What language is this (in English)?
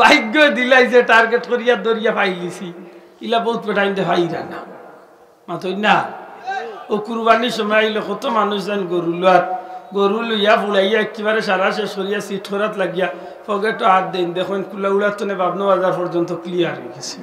Sylheti